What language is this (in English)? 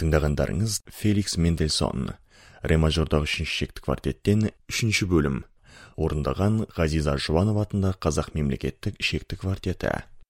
Kazakh